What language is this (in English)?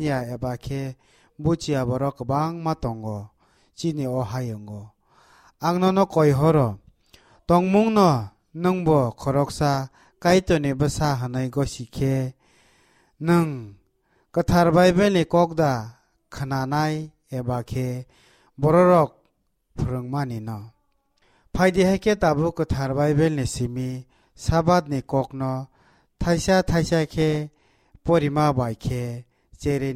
Kok Borok